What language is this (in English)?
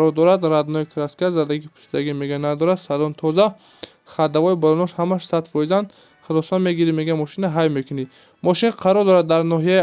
Tajik